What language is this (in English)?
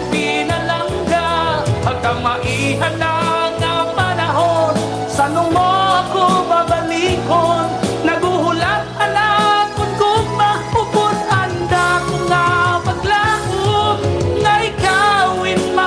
Waray